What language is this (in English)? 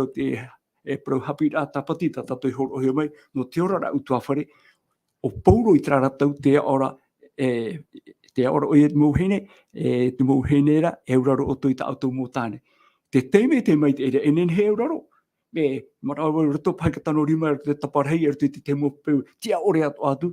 Tahitian